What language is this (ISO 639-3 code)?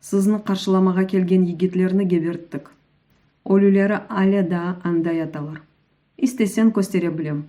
crh